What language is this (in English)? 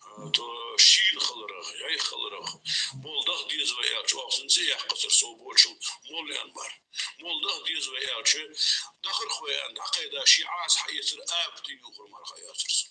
Ingush